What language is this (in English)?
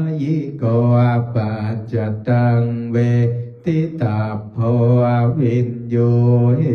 Pali